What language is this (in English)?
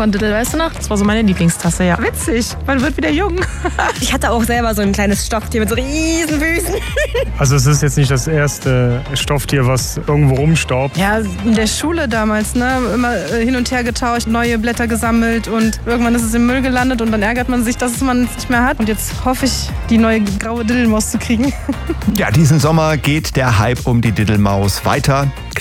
German